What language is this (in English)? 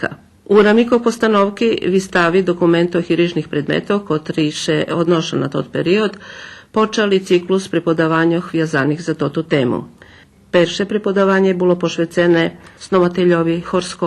Rusyn